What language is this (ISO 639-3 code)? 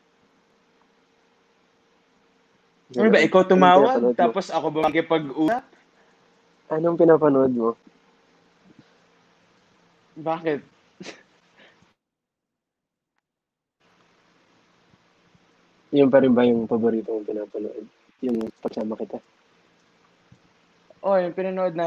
fil